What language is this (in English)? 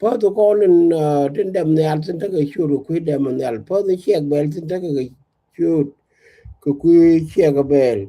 Nuer